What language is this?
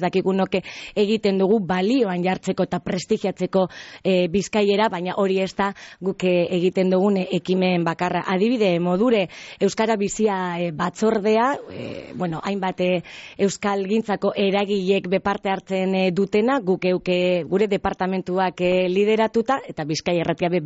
Basque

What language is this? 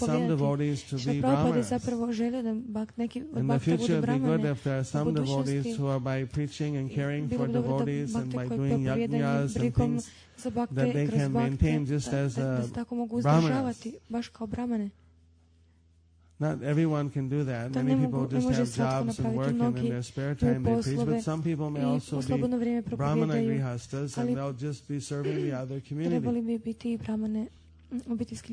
Croatian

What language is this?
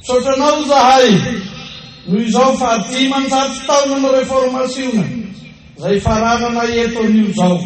Malagasy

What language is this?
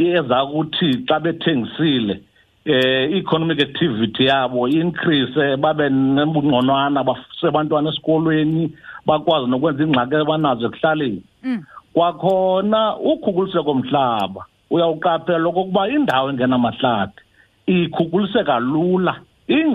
Xhosa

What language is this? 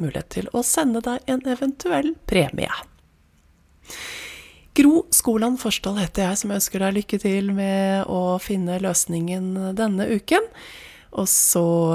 Norwegian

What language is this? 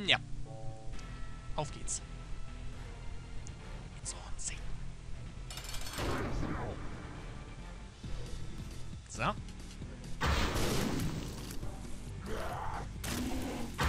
German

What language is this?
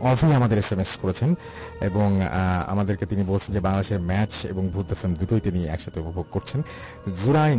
Bangla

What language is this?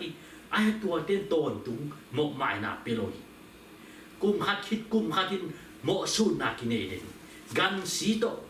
Tedim Chin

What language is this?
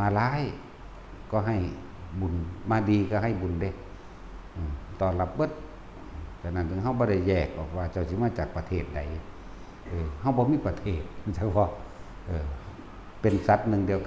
Northeastern Thai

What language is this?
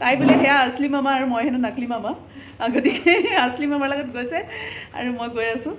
Assamese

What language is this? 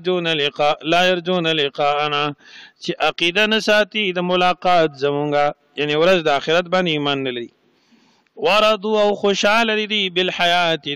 Pashto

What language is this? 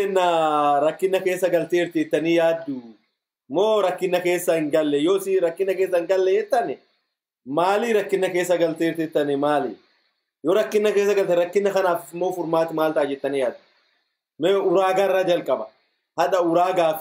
Oromo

